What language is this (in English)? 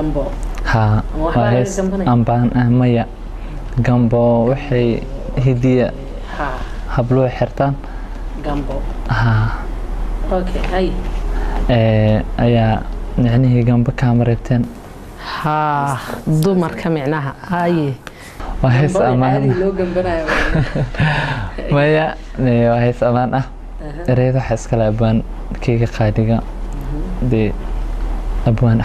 Somali